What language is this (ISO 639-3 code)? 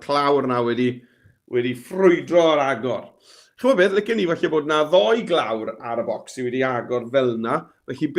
cym